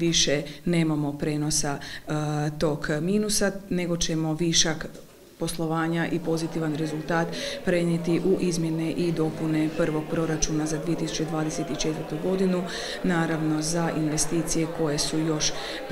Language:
Croatian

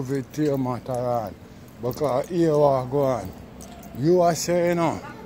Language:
Jamaican Creole English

